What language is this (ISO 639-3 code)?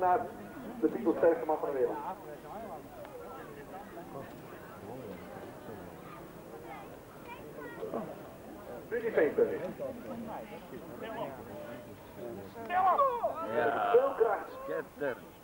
nld